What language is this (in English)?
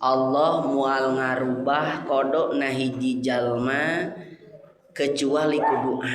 Sundanese